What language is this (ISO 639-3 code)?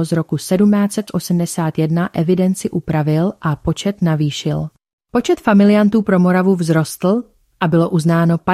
ces